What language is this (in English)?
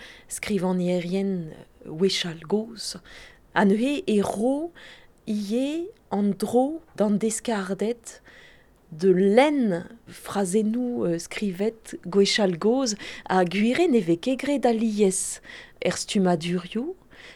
Breton